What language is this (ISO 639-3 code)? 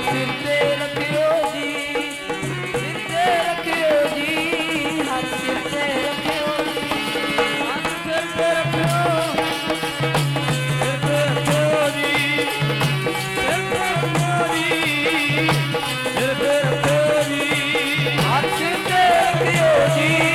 pan